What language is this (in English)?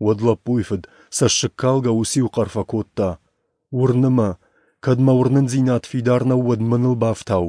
Ossetic